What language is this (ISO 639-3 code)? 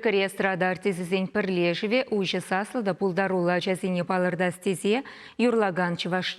chv